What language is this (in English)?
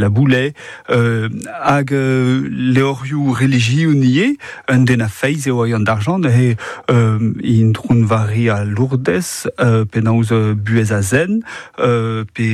Breton